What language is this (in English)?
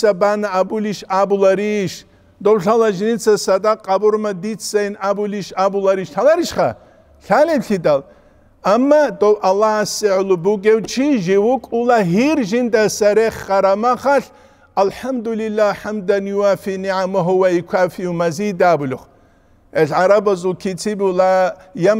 Avaric